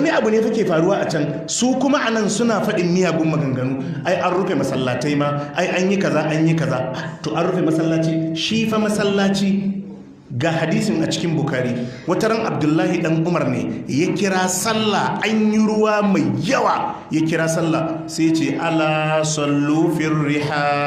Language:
Hausa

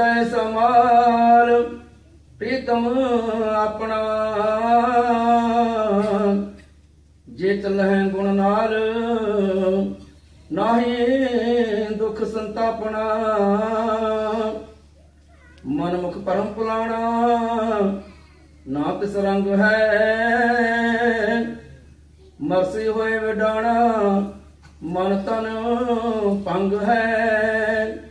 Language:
Punjabi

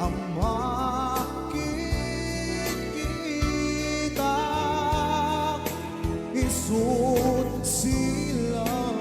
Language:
Iloko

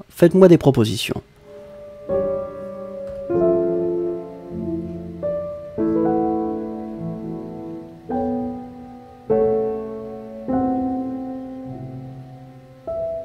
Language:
French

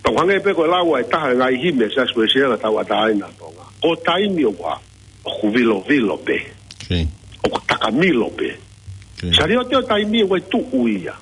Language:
Tongan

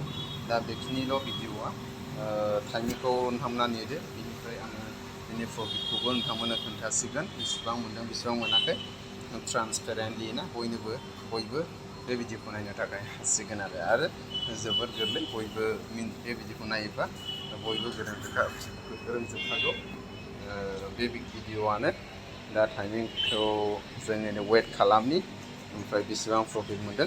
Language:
Bodo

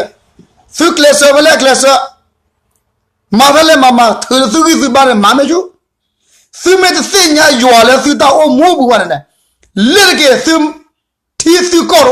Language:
S'gaw Karen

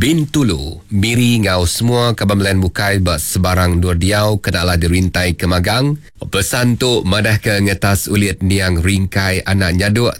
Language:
Iban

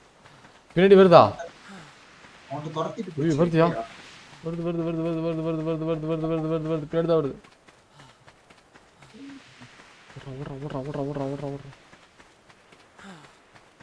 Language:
Tamil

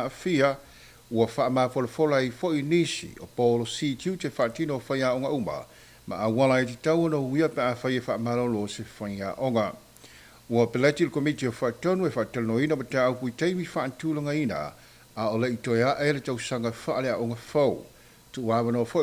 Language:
Samoan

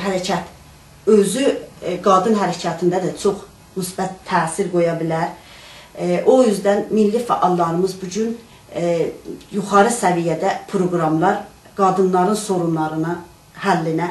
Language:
South Azerbaijani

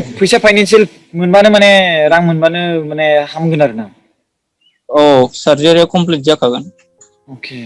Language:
Bodo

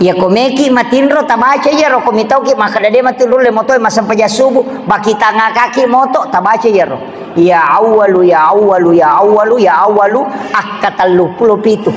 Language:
Buginese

